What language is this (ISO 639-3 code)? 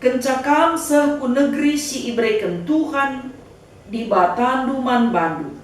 btx